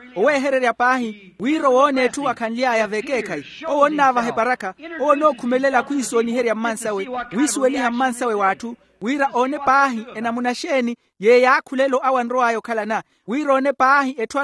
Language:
Makhuwa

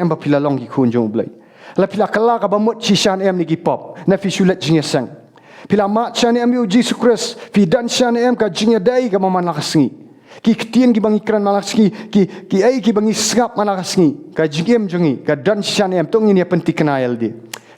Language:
Khasi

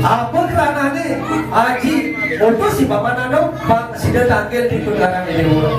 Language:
Balinese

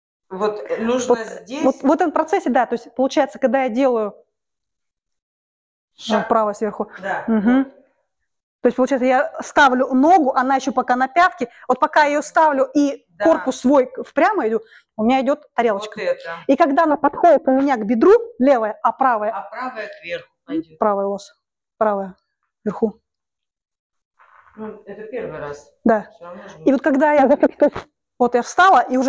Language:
Russian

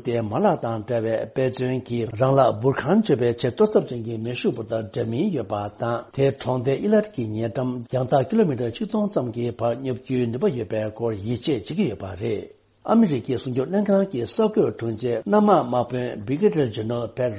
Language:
Tibetan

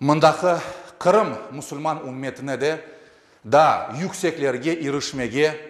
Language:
Crimean Tatar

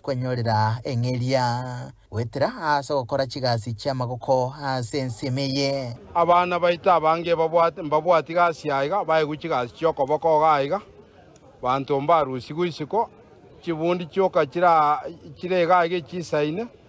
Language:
Gusii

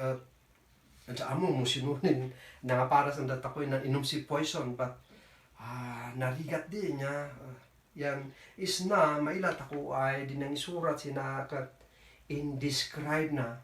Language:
Kankanaey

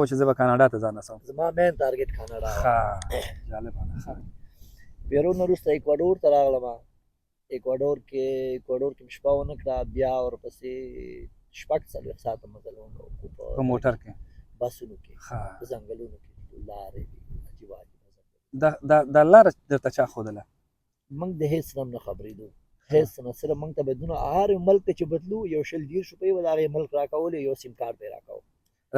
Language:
Pashto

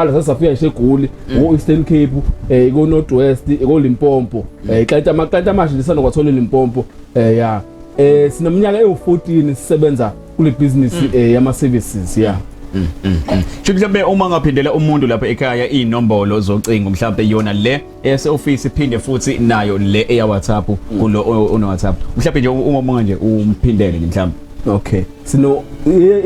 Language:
Zulu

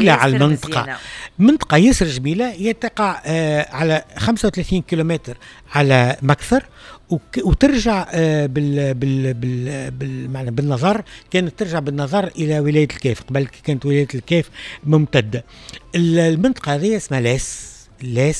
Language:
Tunisian Arabic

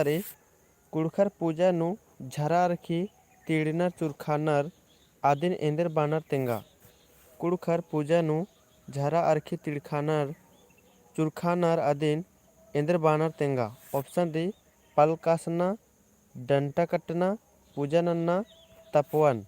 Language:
Kurukh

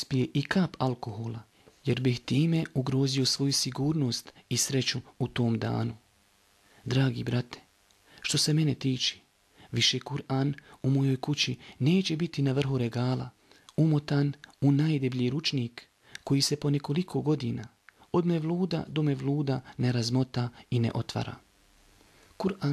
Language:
Bosnian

